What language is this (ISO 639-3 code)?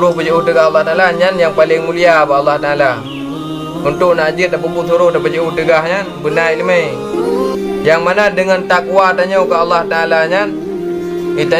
ace